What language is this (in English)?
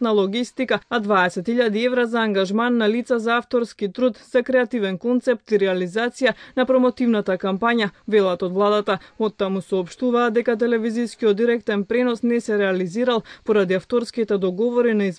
Macedonian